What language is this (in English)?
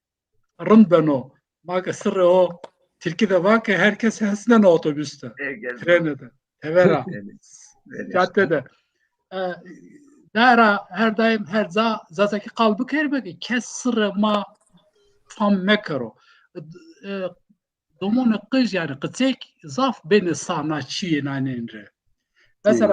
Zaza